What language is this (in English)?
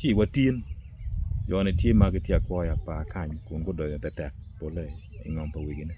Acoli